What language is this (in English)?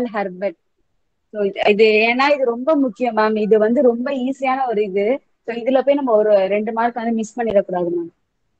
Tamil